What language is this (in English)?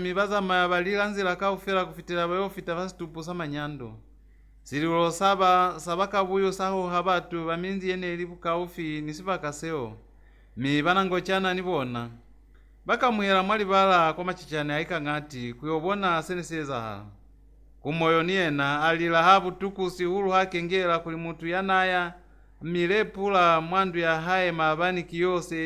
Lozi